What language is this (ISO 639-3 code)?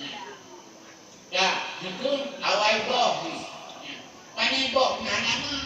ace